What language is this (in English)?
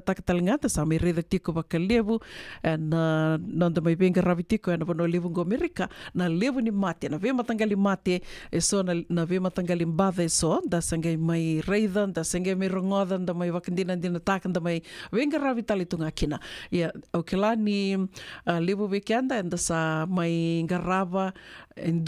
Fijian